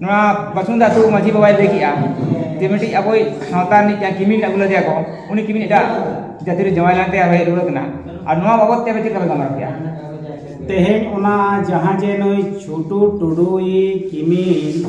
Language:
Santali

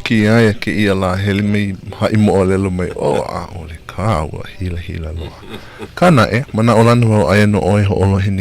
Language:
Hawaiian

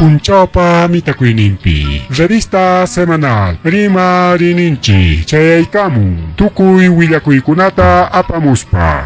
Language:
Ayacucho Quechua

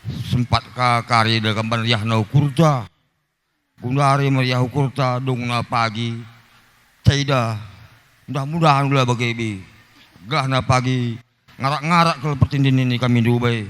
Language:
Batak Karo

